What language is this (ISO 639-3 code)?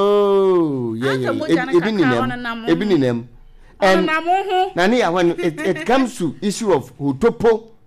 aka